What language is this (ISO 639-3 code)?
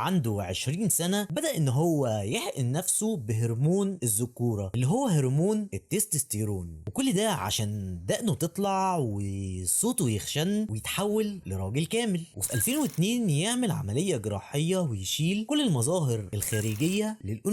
arz